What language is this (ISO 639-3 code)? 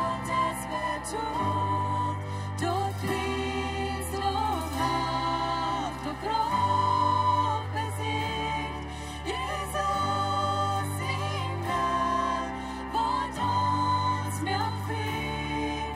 pdt